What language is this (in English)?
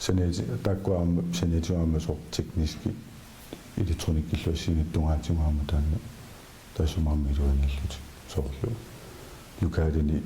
Kalaallisut